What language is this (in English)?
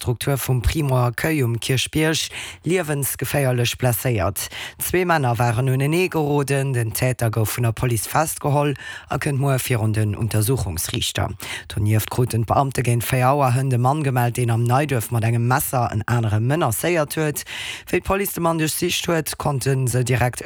Luxembourgish